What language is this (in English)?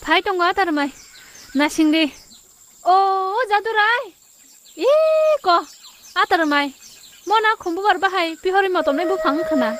Kok Borok